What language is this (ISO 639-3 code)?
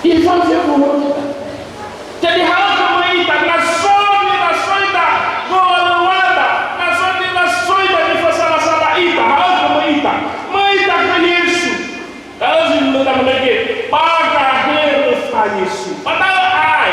nia